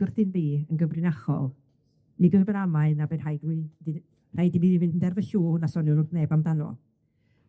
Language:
Welsh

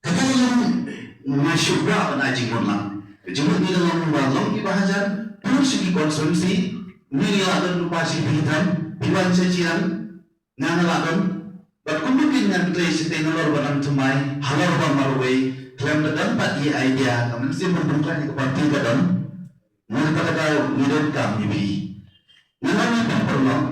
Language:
Khasi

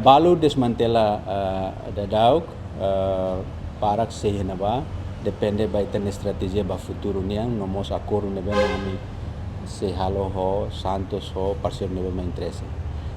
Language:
Tetum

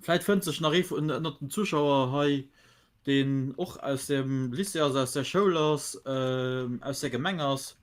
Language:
Luxembourgish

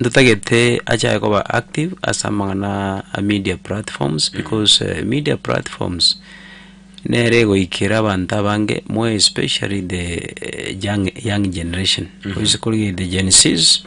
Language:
Gusii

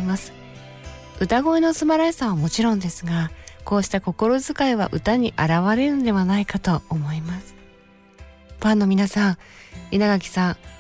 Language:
Japanese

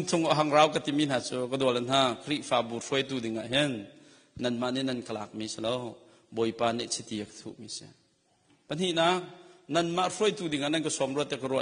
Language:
Hakha Chin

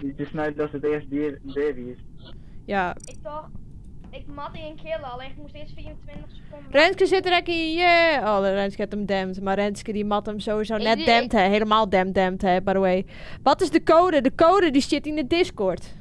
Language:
Western Frisian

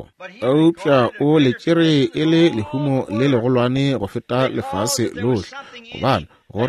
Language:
Northern Sotho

